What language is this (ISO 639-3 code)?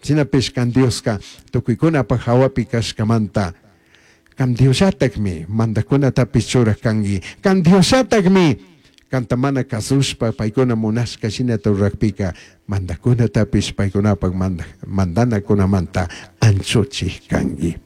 qug